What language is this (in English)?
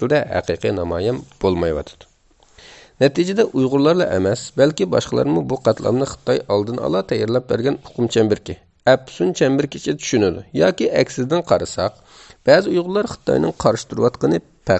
Uyghur